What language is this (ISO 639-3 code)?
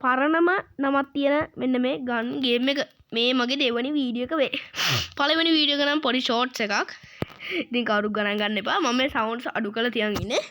sin